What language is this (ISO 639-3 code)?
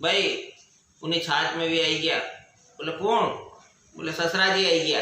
raj